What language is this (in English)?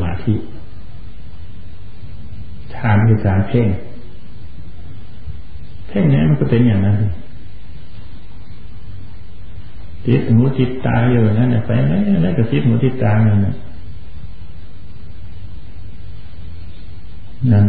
Thai